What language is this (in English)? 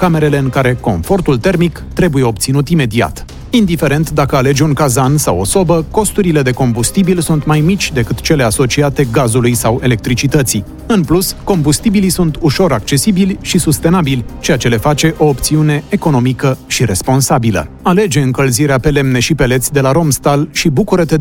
Romanian